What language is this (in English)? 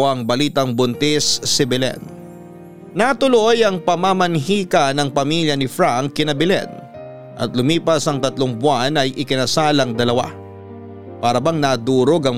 Filipino